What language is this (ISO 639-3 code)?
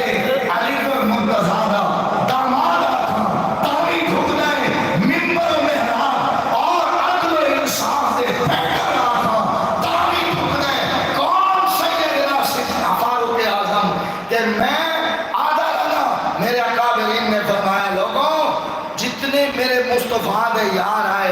skr